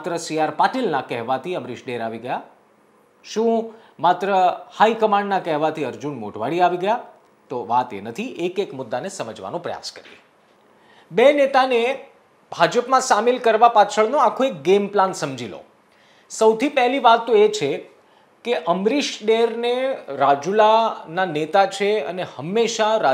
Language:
Gujarati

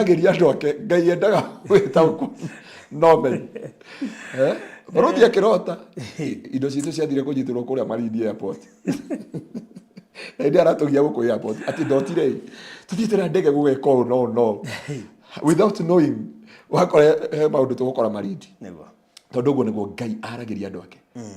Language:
Kikuyu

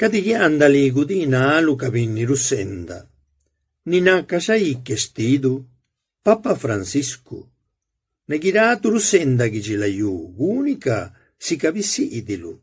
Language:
Zapotec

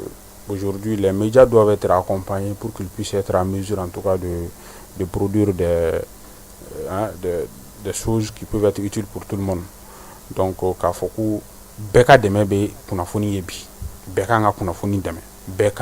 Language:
Bambara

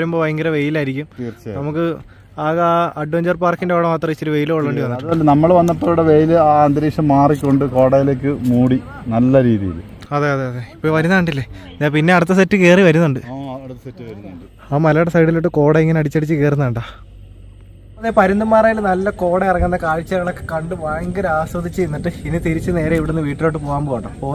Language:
Malayalam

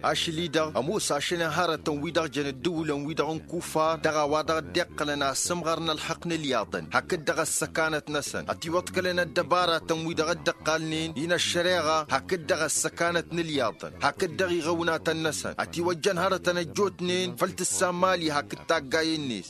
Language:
Tamasheq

